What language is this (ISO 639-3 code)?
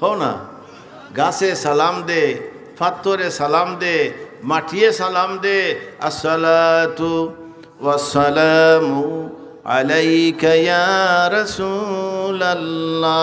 syl